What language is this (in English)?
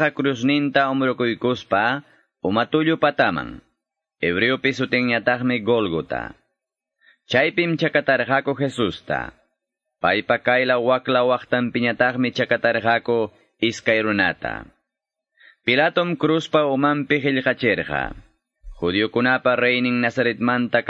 Quechua